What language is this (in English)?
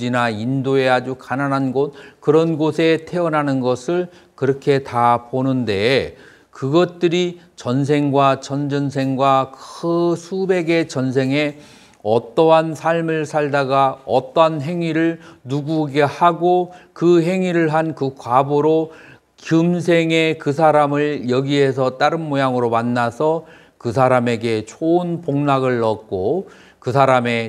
Korean